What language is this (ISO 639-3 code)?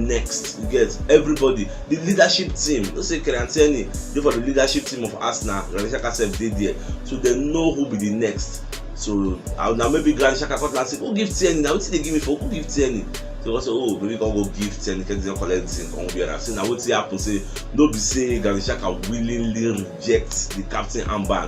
pcm